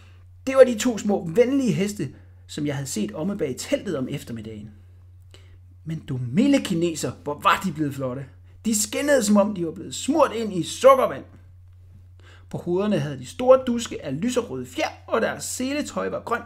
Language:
Danish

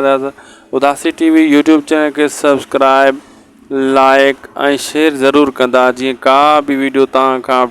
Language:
Sindhi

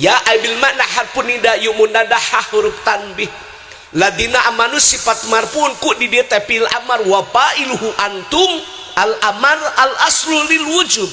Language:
Sundanese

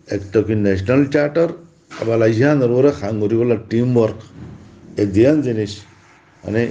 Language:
Rohingya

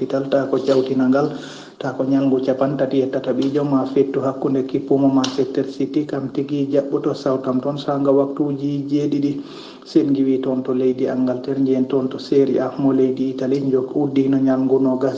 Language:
Fula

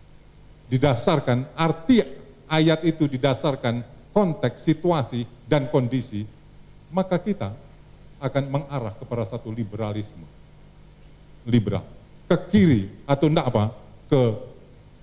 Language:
Indonesian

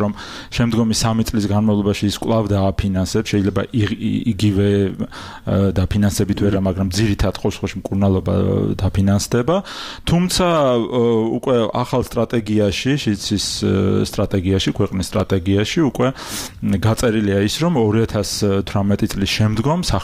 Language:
Georgian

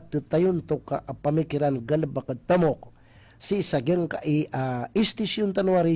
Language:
Maranao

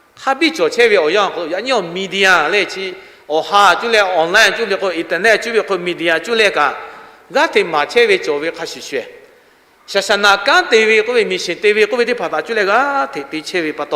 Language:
Lahu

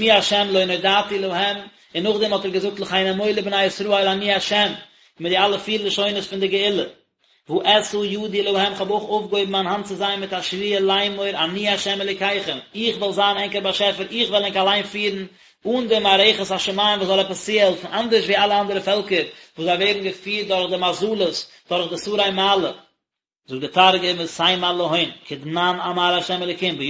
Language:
Yiddish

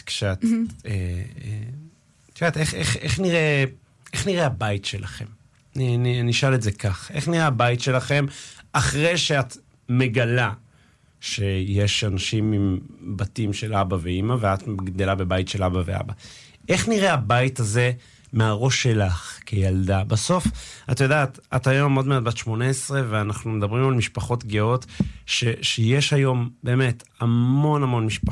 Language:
Hebrew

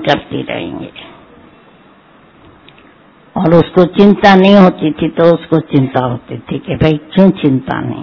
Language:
Hindi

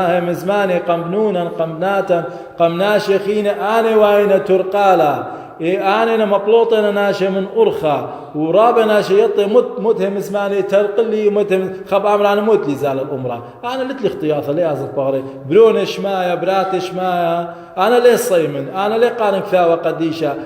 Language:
Assyrian Neo-Aramaic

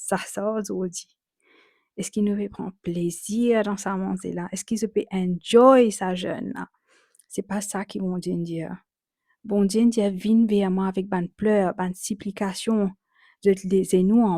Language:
Morisyen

